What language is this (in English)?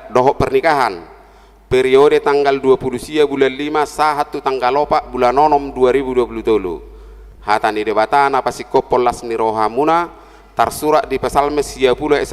Batak Toba